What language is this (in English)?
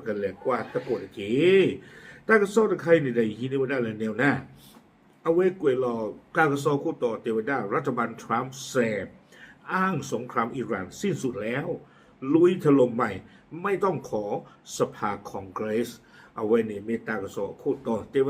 S'gaw Karen